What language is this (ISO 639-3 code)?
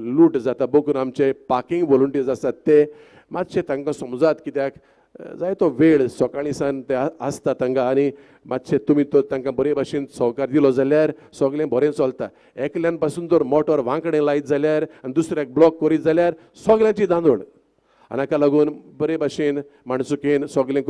kok